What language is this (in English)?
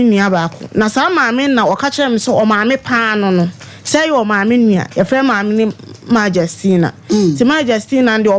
Akan